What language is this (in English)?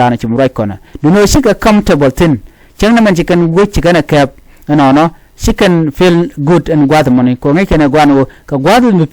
Nuer